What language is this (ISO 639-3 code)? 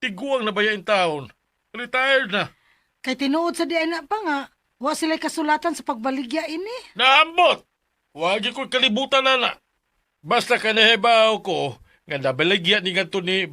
ceb